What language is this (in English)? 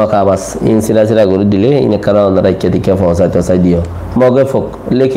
Rohingya